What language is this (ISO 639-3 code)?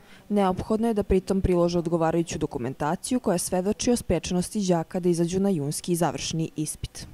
srp